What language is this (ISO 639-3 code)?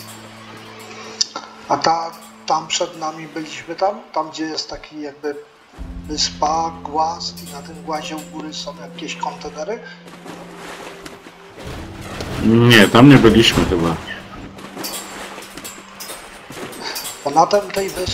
pol